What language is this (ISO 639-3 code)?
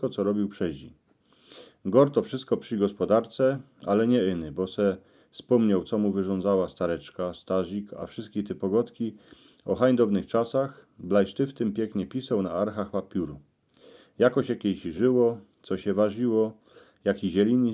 szl